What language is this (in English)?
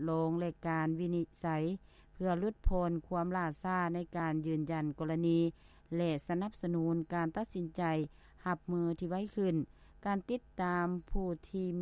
Lao